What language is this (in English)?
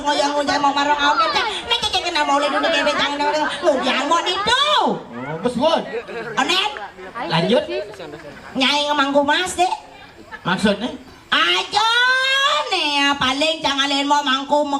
Balinese